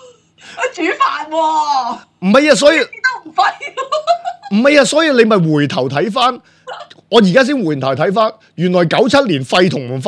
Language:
Cantonese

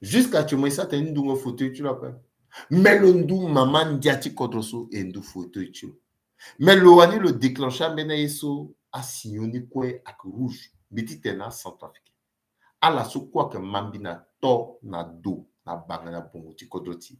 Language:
Sango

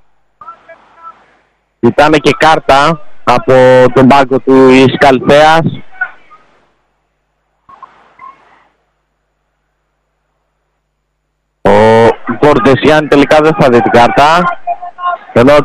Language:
Greek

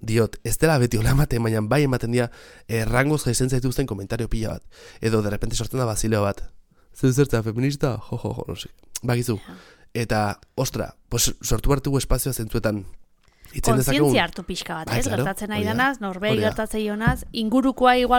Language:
Basque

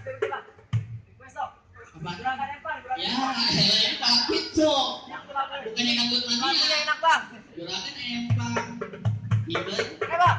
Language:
Betawi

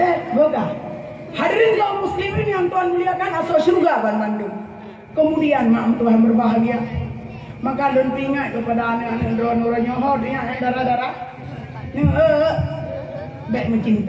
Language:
Achinese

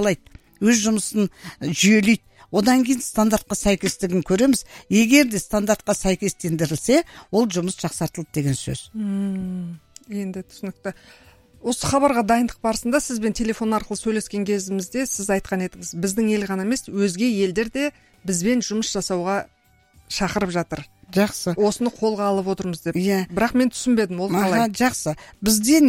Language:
Kazakh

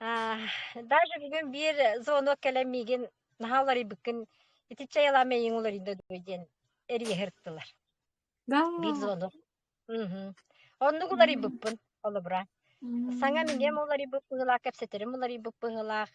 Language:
Yakut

